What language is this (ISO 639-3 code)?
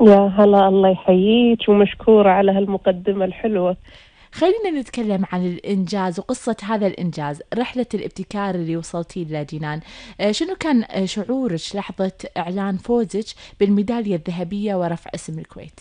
afb